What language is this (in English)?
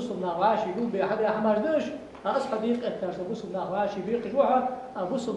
Ingush